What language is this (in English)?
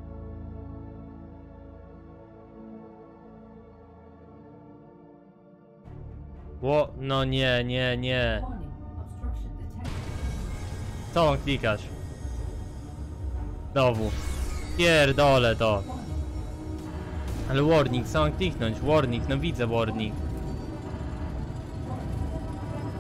Polish